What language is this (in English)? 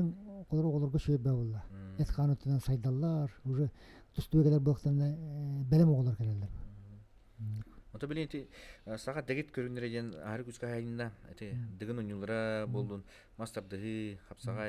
Yakut